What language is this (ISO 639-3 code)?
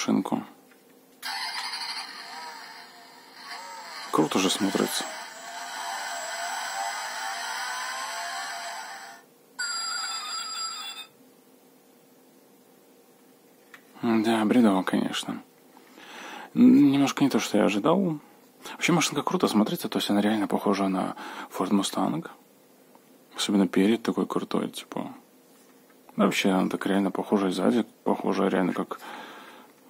rus